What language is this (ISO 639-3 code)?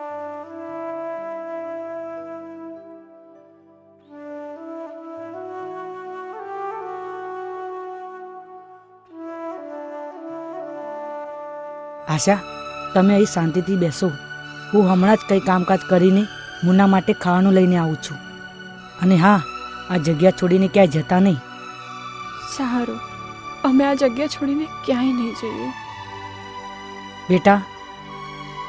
guj